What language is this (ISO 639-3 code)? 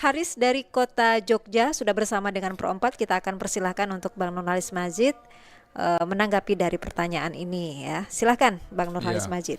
bjn